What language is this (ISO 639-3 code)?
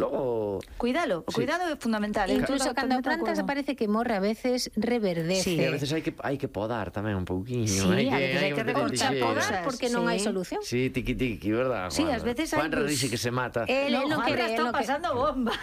glg